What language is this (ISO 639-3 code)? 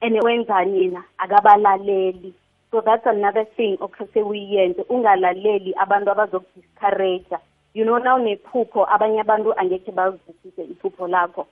nbl